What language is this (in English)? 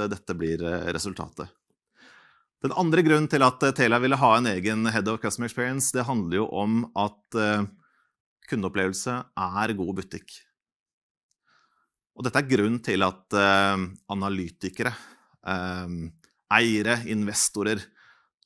Norwegian